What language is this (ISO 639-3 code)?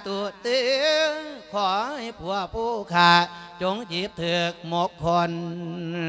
lao